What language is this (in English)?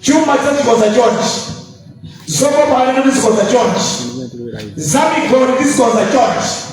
Nyanja